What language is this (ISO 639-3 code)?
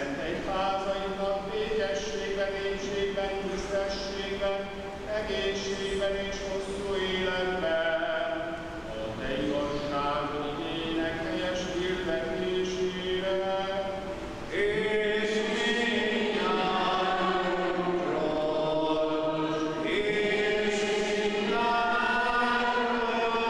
hun